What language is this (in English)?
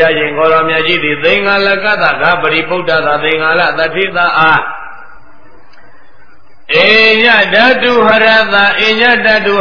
Burmese